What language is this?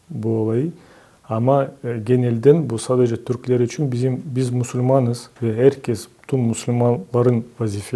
Crimean Tatar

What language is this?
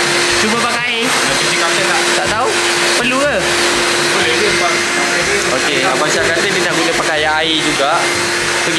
Malay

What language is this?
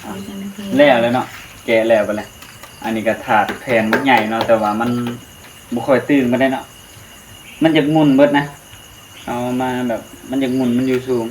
Northeastern Thai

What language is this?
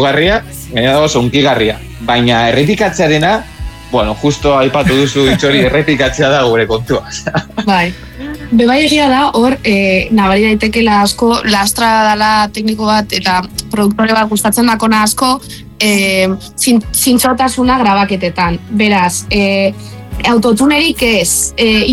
Basque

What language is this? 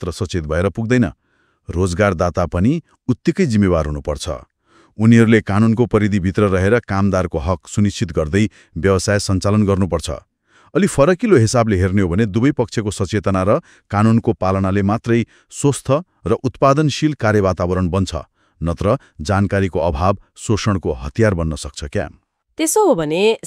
Nepali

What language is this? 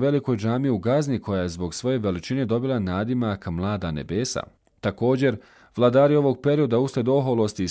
Bosnian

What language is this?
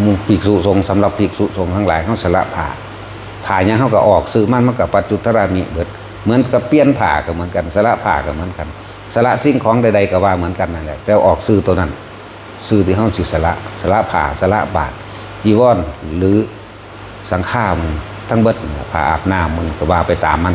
Northeastern Thai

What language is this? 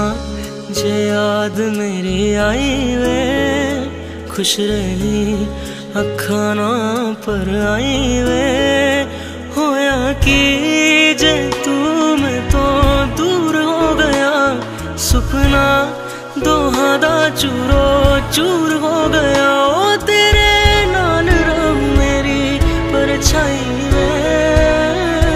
Hindi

